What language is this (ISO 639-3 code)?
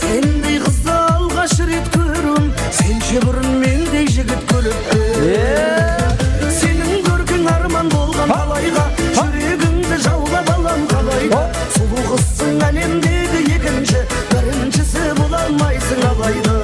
kaa